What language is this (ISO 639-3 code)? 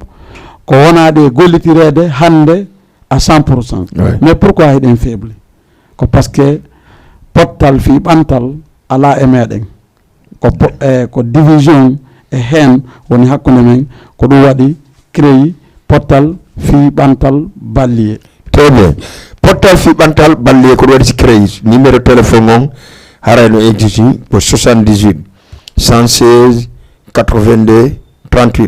ful